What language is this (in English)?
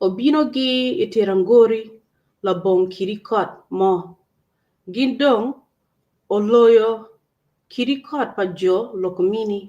Acoli